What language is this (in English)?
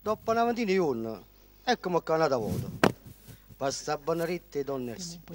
Neapolitan